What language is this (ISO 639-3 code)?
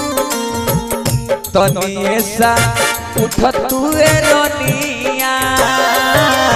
bho